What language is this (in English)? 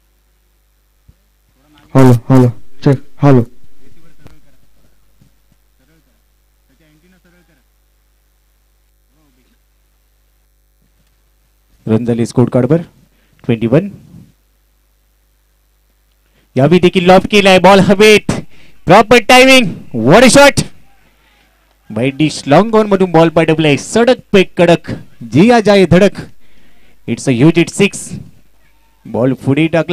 Marathi